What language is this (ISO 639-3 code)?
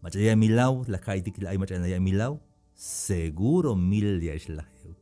tzh